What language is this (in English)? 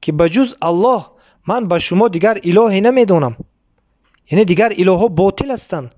Tajik